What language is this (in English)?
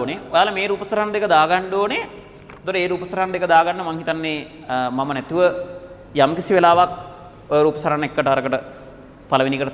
Sinhala